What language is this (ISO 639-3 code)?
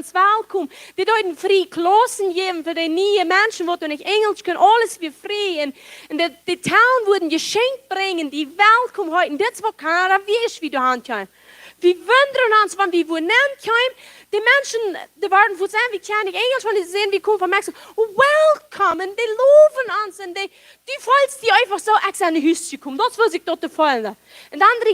pdt